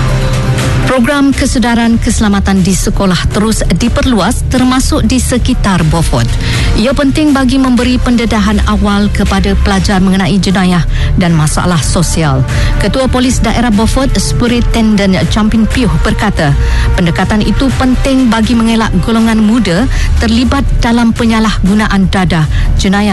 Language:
Malay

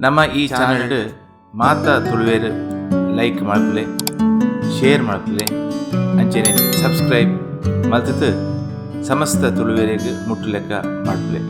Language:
Tulu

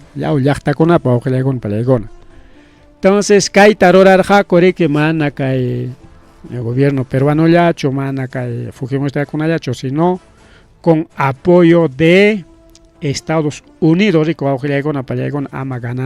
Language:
Ayacucho Quechua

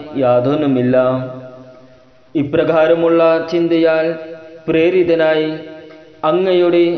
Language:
Malayalam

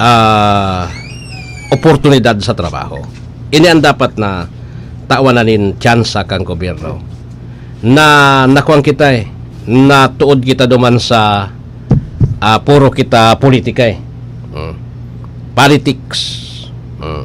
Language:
Bikol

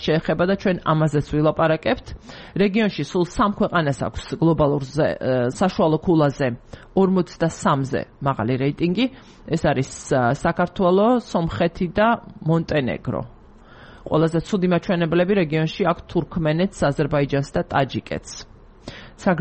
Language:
Georgian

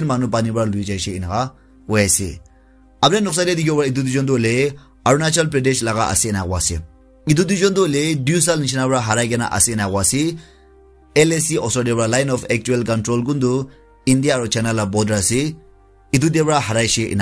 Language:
Naga Pidgin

